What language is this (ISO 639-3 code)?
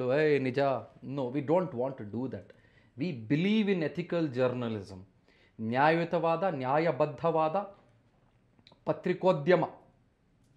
kan